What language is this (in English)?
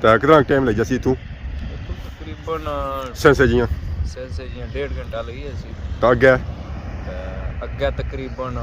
Pahari-Potwari